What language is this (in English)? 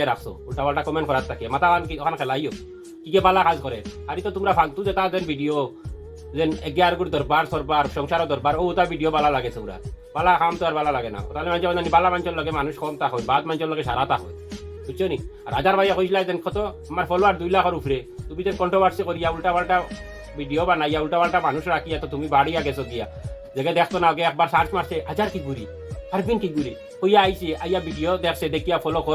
Sylheti